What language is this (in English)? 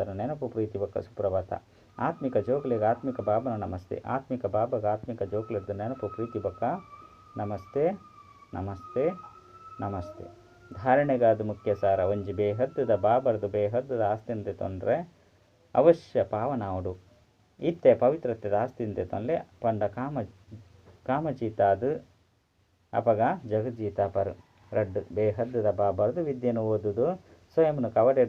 Tulu